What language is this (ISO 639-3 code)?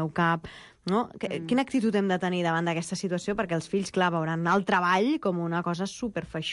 cat